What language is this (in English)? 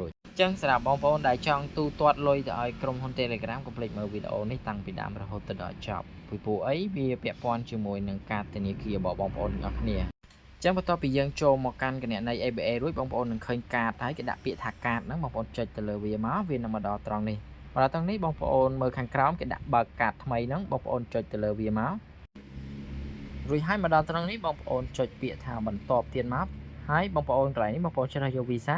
Khmer